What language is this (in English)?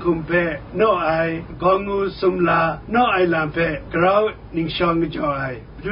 Kachin